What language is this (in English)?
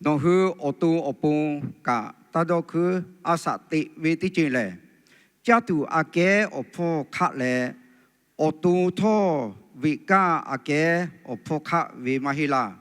Lahu